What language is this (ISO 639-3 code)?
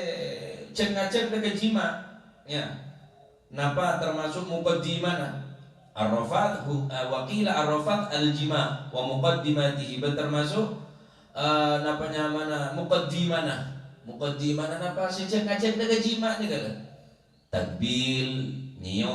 mad